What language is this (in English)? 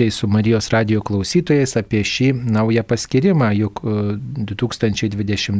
Lithuanian